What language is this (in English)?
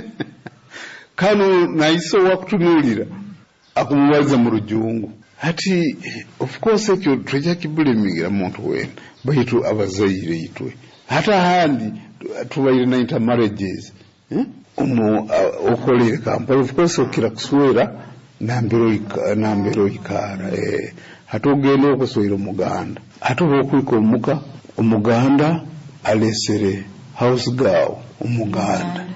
Nyoro